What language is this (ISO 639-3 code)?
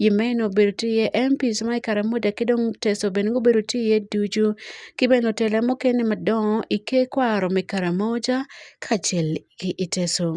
ach